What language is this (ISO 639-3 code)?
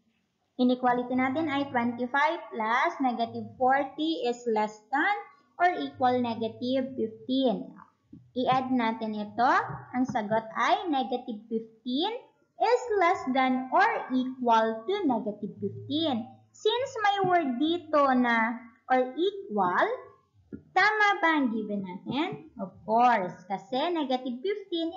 fil